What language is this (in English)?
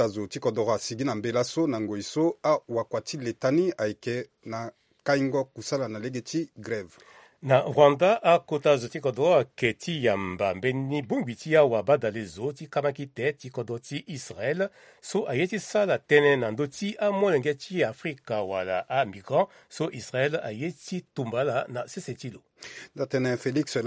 Sango